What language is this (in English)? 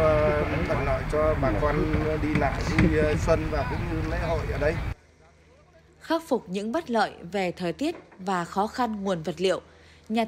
Vietnamese